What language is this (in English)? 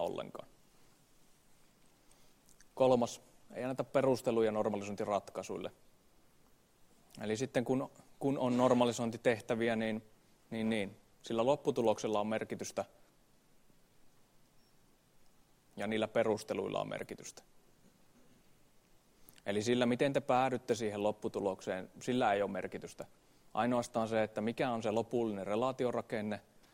Finnish